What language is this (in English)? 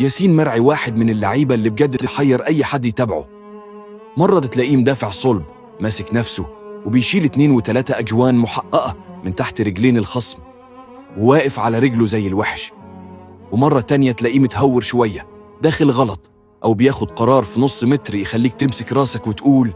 Egyptian Arabic